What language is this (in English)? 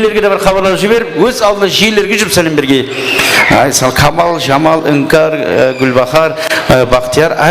Kara-Kalpak